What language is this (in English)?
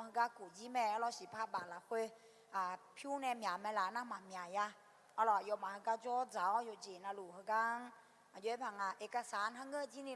Akha